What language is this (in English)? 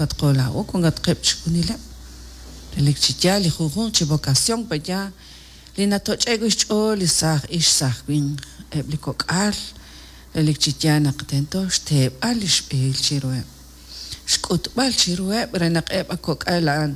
Kekchí